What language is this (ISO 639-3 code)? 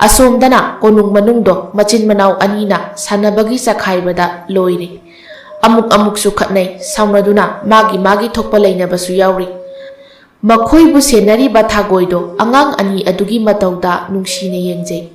mni